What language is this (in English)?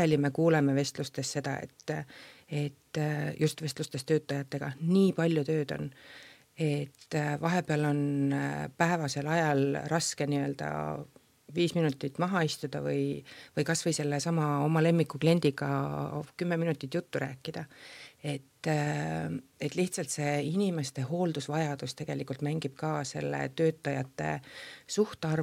Estonian